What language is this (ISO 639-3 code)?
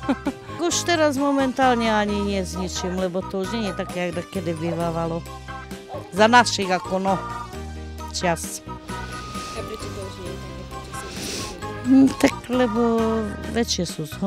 slk